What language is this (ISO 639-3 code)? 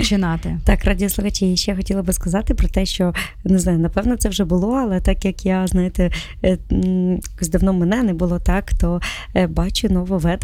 ukr